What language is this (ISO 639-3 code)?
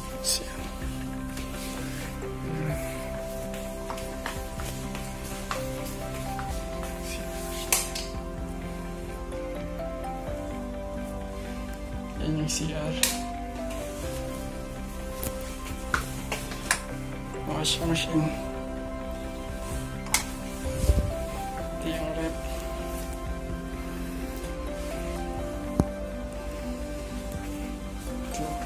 fil